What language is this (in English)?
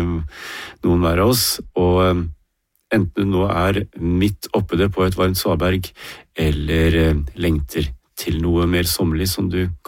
Norwegian